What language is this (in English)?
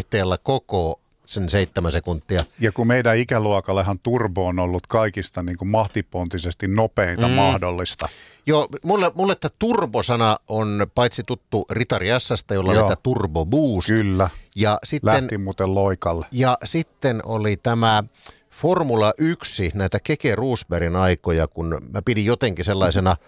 Finnish